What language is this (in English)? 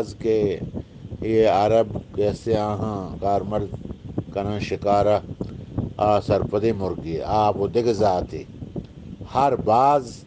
Eastern Balochi